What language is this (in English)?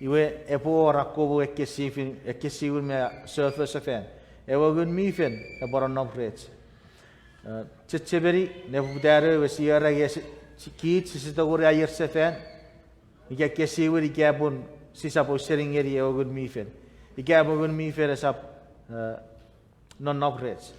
Chuukese